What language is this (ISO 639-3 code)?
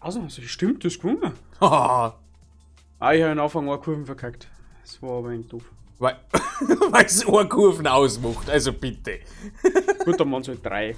bar